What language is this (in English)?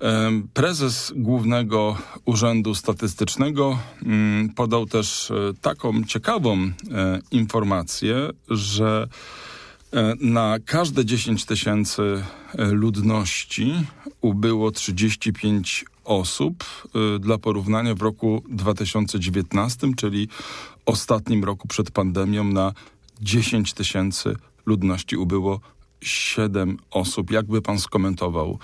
Polish